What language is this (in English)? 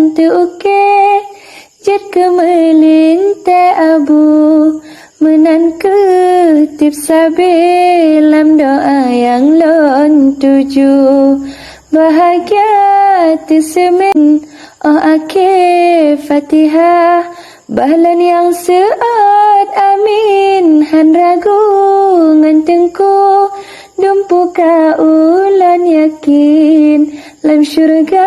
Achinese